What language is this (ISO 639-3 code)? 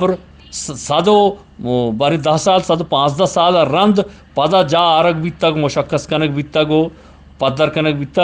bgp